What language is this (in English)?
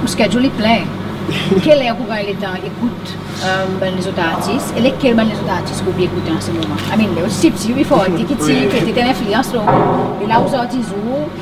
Seselwa Creole French